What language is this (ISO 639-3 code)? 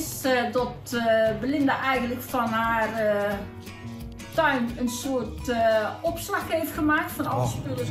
nld